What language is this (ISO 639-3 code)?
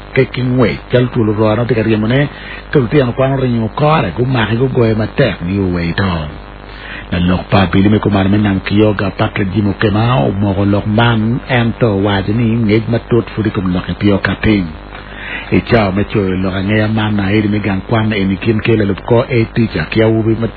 ach